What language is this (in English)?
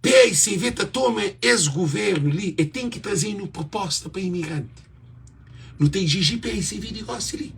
Kabuverdianu